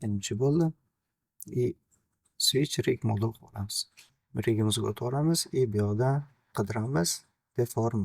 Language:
Uzbek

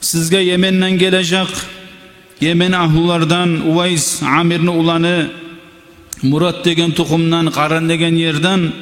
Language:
Kumyk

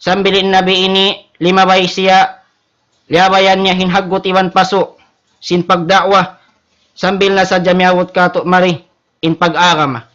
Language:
Tausug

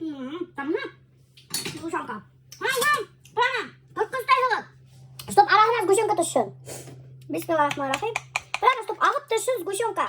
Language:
Bashkir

